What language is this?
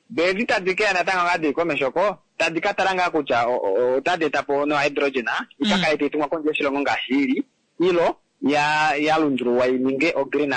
Kuanyama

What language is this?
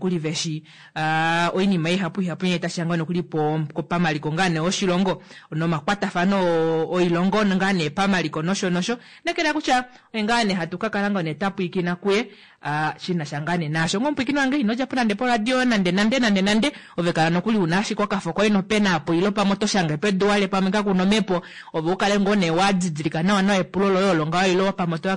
Kuanyama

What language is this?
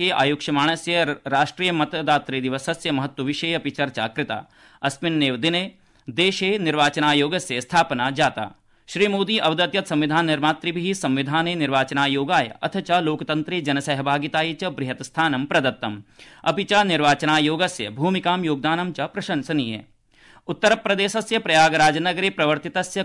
Sanskrit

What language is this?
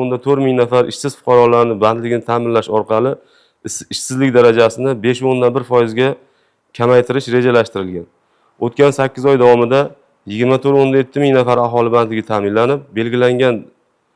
Uzbek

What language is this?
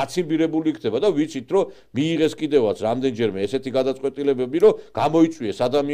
Georgian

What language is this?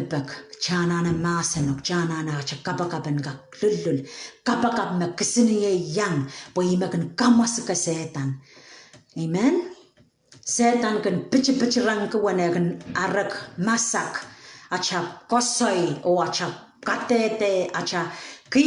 Pohnpeian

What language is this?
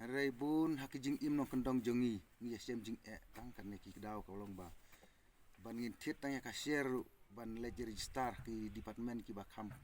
Khasi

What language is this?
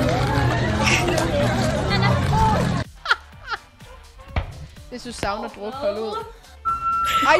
Danish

